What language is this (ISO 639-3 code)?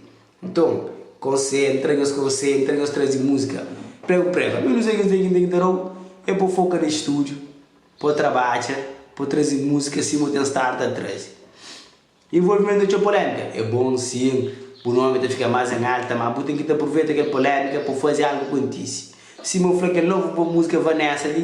kea